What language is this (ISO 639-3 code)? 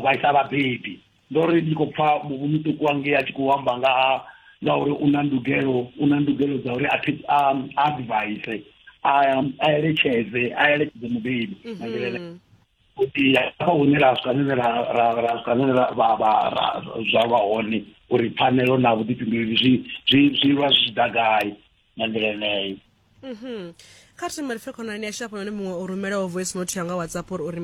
ven